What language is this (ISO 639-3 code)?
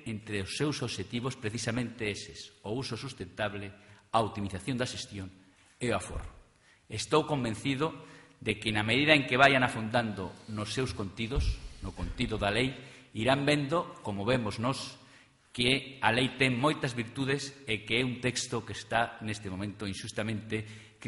glg